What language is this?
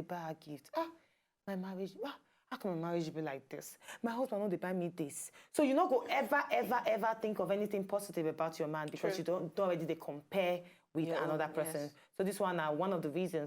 Nigerian Pidgin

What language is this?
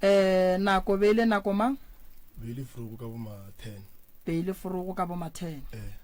Northern Sotho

